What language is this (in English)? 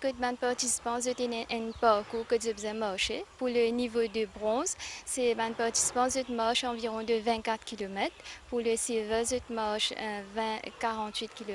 Morisyen